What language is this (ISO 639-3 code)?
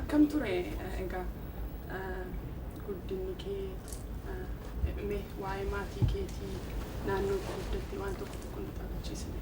orm